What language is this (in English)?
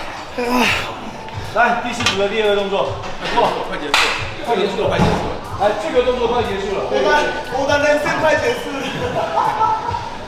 Chinese